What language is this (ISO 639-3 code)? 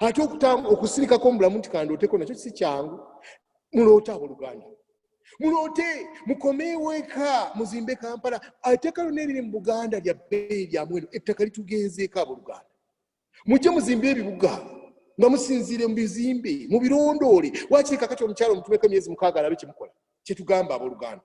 lug